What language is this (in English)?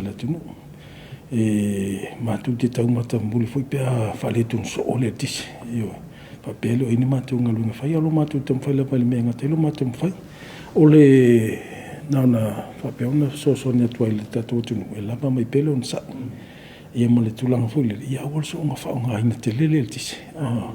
Samoan